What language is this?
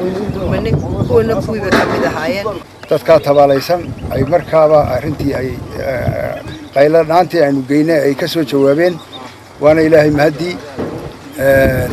Somali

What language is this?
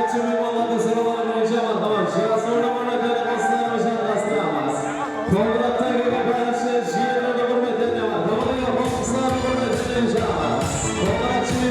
Kara-Kalpak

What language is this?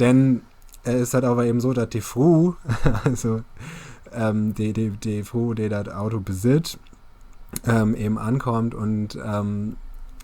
Low German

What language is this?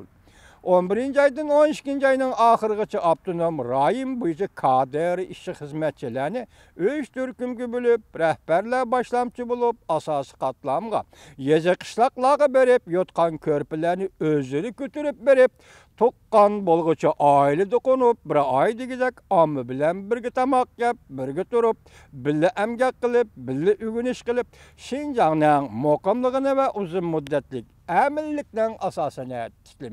Uyghur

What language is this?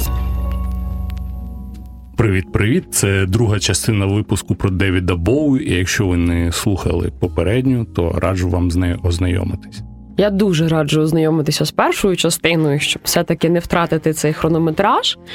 Ukrainian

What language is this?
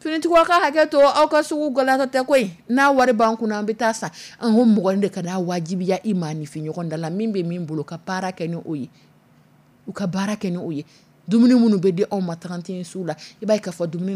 Dyula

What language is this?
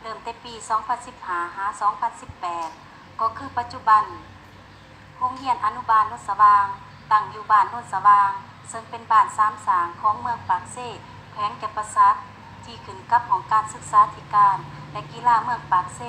Lao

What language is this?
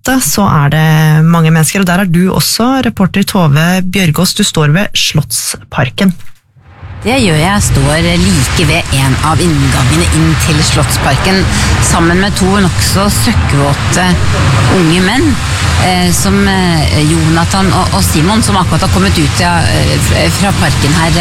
Norwegian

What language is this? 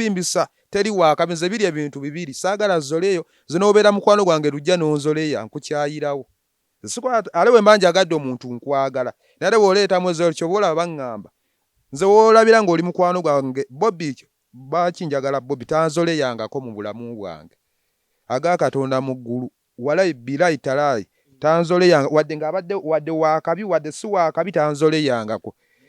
Ganda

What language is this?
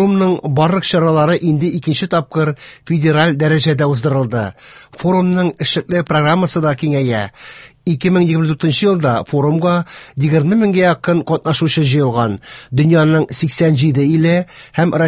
Tatar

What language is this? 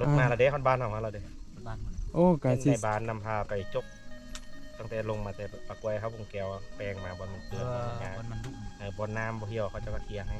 Lao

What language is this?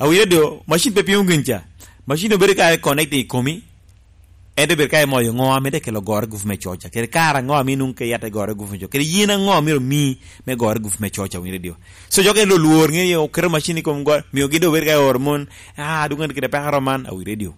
Lango (Uganda)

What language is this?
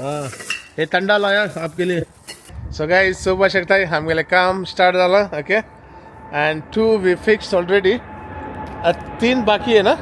Konkani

